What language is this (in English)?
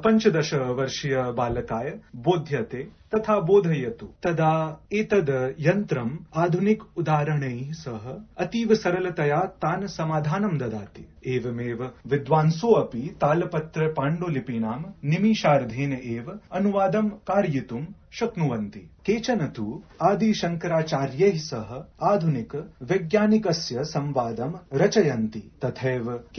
Sanskrit